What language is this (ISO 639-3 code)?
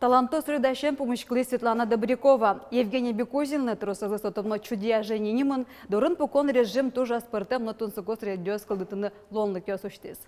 udm